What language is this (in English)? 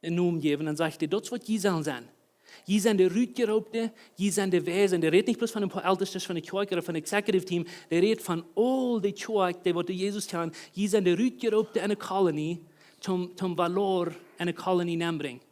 Plautdietsch